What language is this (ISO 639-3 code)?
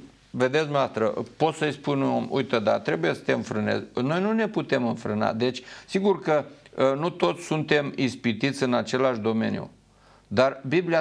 ron